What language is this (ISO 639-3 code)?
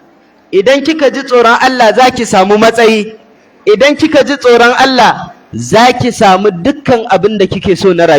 hau